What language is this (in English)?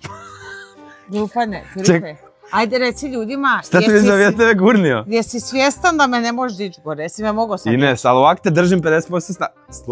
Croatian